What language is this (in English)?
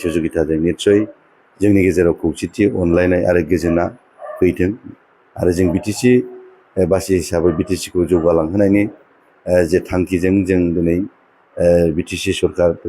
Bodo